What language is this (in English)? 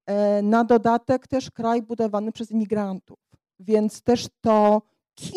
Polish